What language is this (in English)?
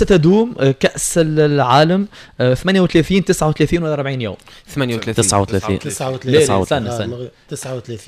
Tunisian Arabic